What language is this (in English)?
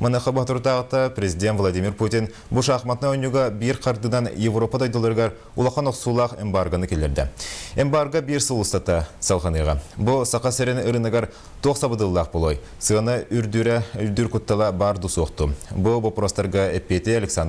Yakut